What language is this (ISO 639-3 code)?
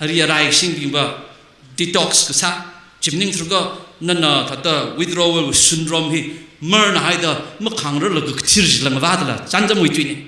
nmf